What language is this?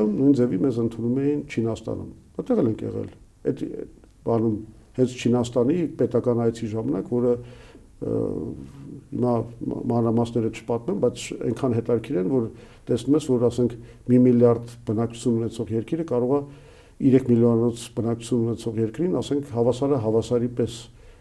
Armenian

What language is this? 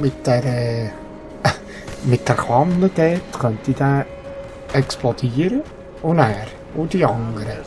Swiss German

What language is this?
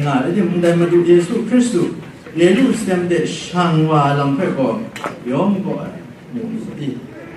Kachin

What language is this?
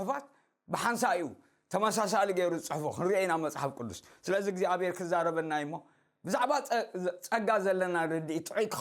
Tigrinya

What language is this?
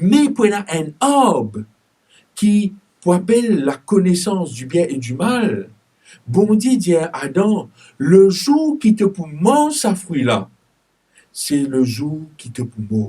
Morisyen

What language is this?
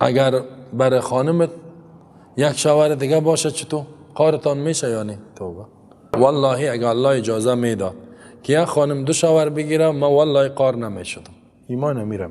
Persian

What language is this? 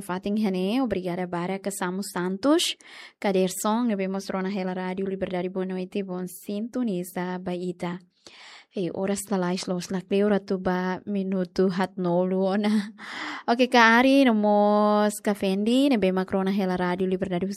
Tetum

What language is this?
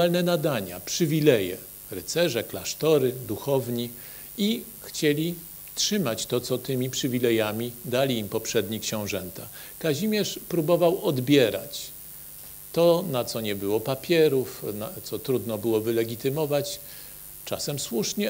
Polish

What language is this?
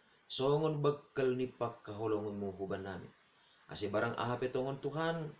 Batak Simalungun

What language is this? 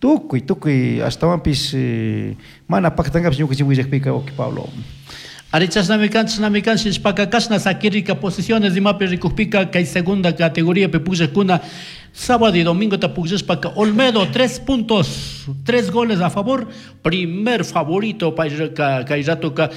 Chimborazo Highland Quichua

